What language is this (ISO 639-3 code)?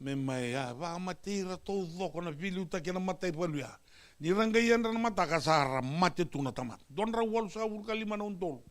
fij